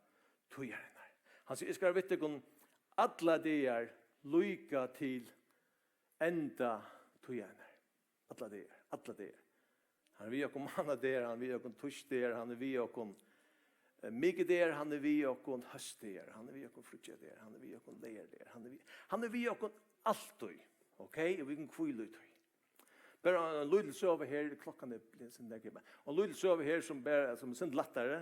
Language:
Faroese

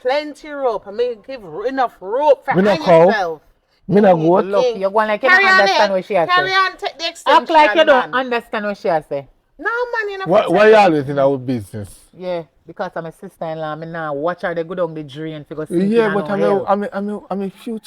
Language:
Jamaican Creole English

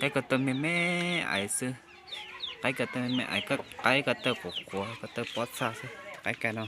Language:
Hmong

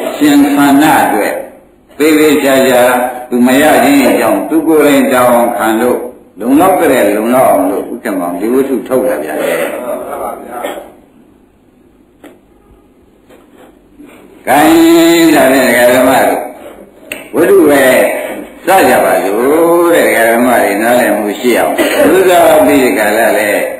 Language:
Burmese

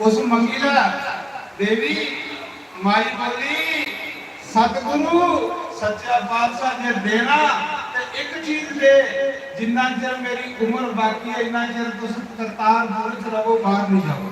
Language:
Dogri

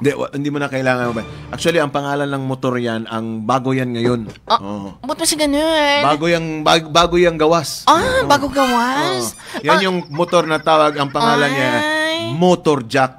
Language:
Hiligaynon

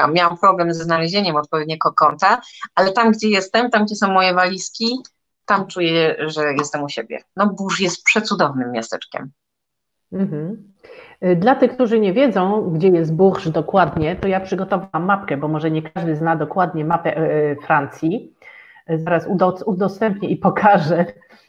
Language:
Polish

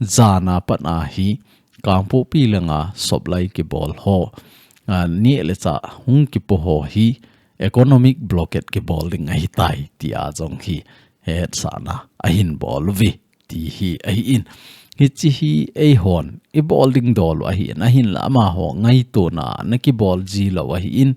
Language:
Thado Chin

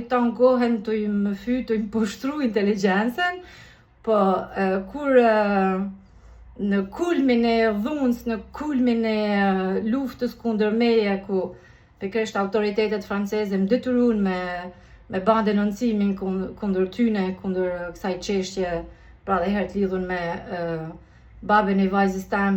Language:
Albanian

